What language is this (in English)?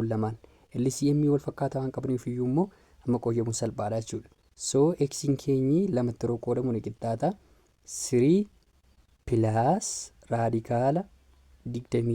Oromo